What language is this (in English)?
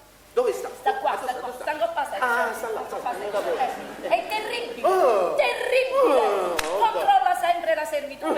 Neapolitan